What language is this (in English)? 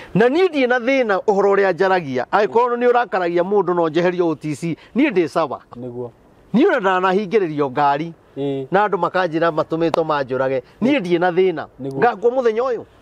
Kikuyu